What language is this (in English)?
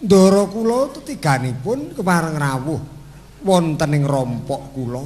Javanese